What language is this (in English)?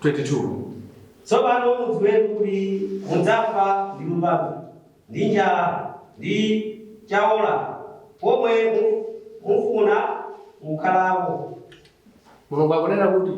Nyanja